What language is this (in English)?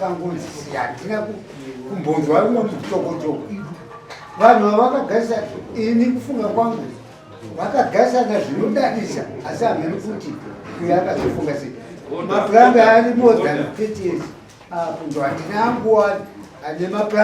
Shona